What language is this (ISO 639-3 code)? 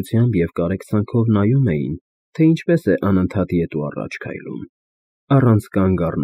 hye